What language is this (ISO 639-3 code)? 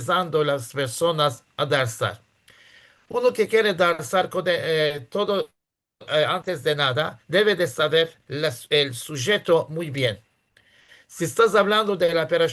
lad